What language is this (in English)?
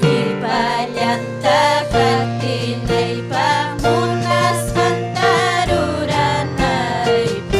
Ayacucho Quechua